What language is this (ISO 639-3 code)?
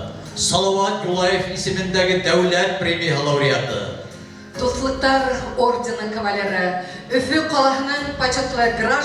bak